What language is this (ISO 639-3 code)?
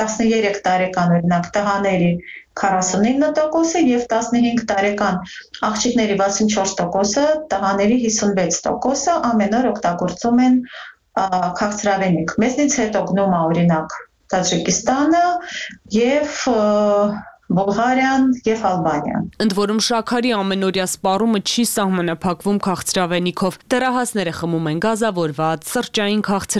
hye